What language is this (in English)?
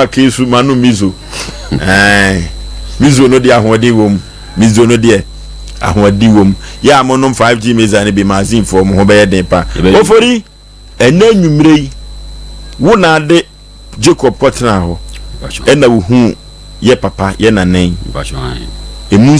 Akan